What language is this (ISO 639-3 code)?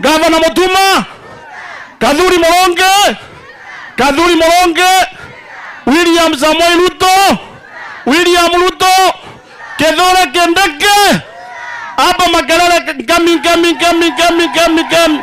mer